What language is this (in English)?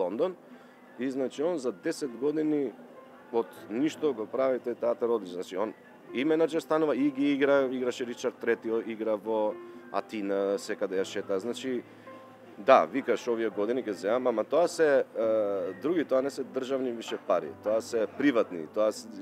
Macedonian